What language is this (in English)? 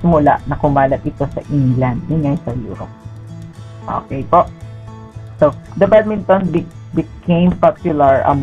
Filipino